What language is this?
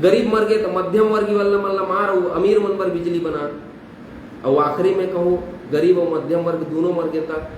Chhattisgarhi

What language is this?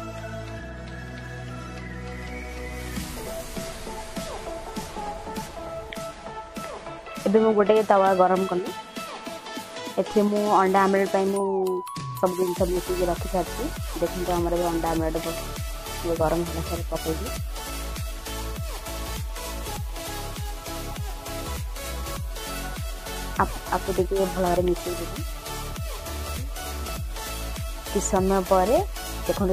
Odia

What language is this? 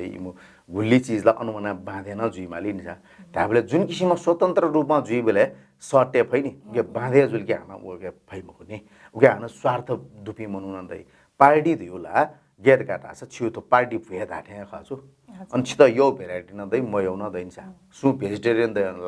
Newari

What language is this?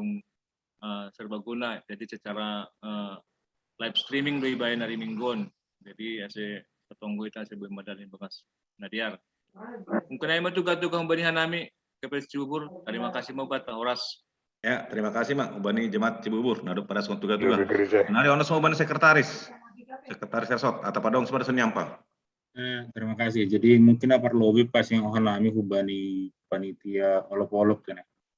Batak Simalungun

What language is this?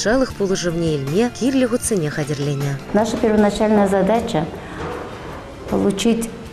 Chuvash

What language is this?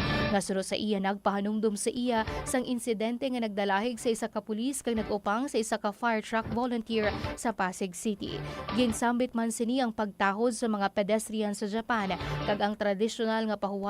Hiligaynon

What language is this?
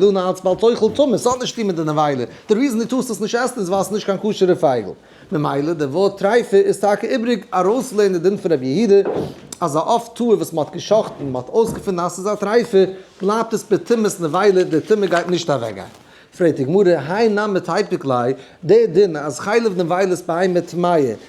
Yiddish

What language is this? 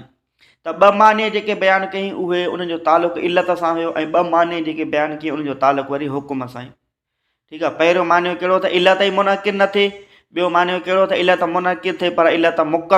Sindhi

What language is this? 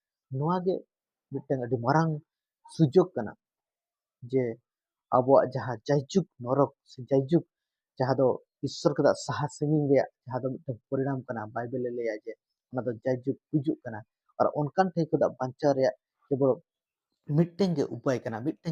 Santali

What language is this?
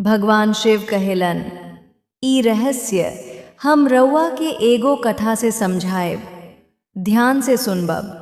Bhojpuri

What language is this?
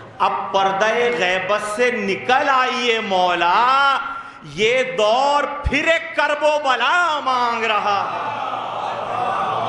Urdu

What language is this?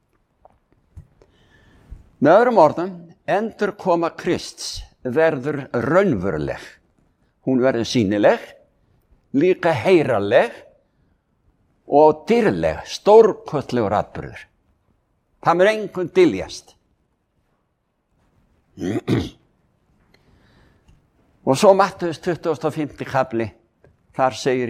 Icelandic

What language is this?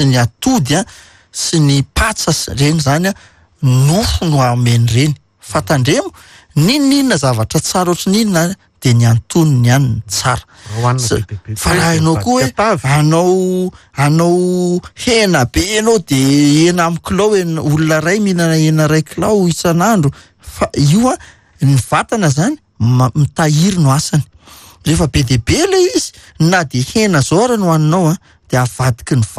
Malagasy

